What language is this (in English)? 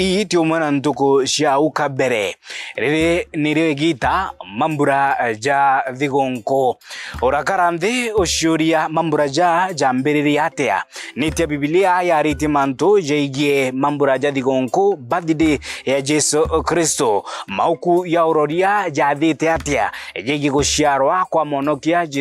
Meru